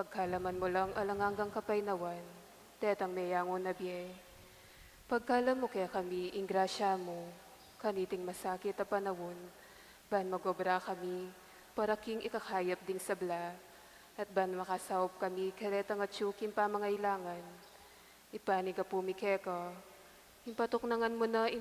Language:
Pampanga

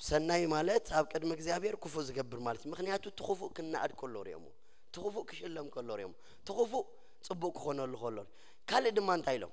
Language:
Tigrinya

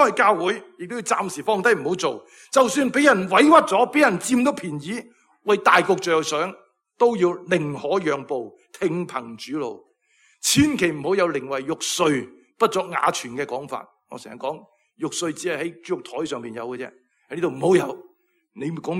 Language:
Cantonese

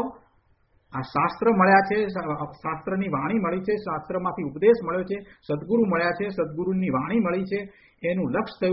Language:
Gujarati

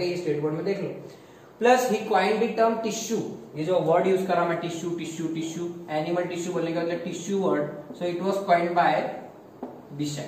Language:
Hindi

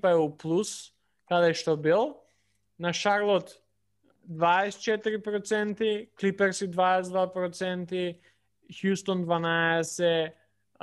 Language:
Macedonian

